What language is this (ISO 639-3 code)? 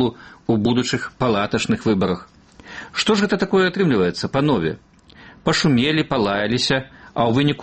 bel